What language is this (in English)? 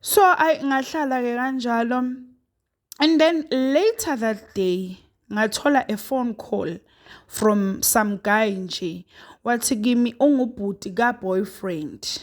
Zulu